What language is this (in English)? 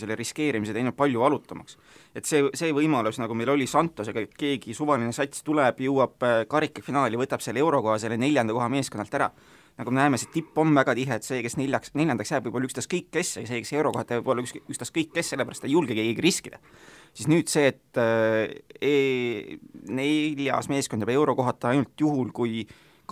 Estonian